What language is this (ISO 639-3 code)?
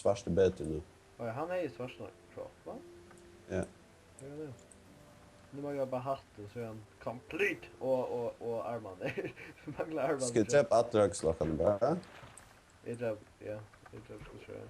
fao